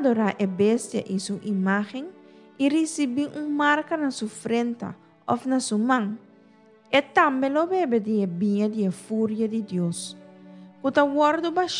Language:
Papiamento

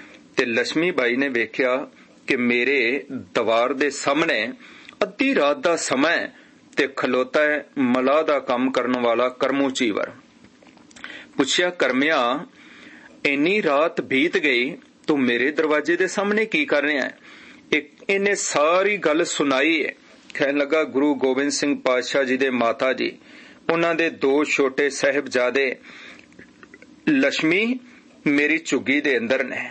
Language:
Punjabi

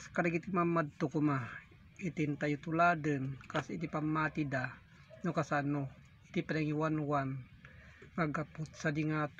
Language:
Iloko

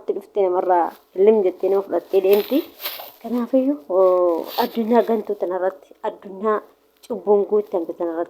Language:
Oromo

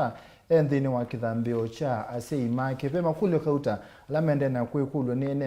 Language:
Kamba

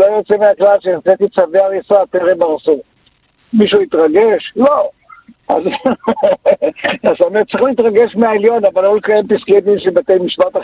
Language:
Hebrew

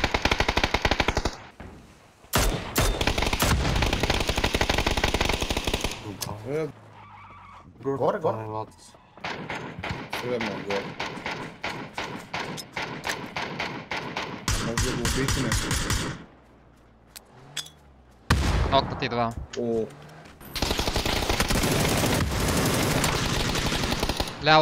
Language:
Bulgarian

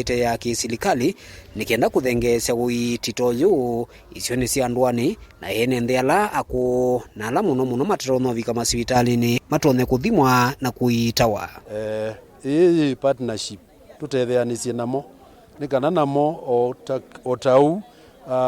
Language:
Kamba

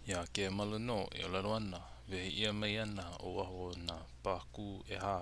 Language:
Hawaiian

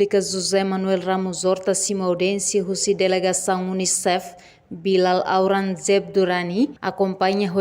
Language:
Tetum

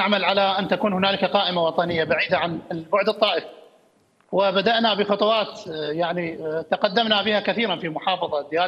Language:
Mesopotamian Arabic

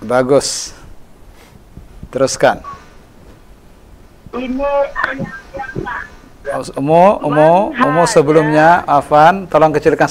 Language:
Indonesian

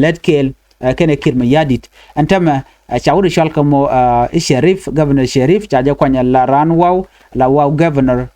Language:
Nuer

